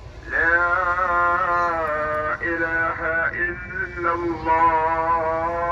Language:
Malayalam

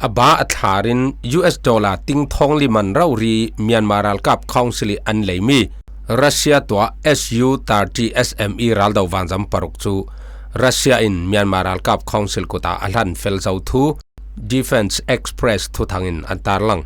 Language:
Falam Chin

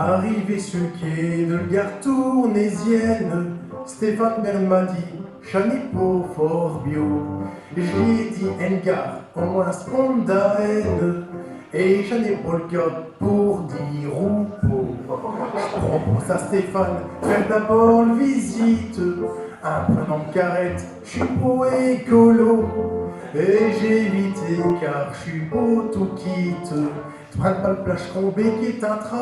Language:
Picard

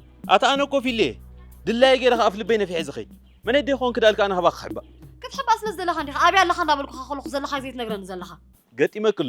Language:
Tigrinya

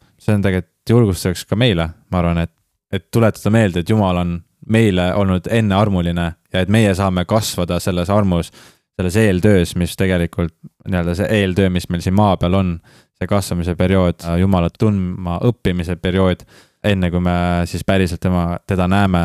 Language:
Estonian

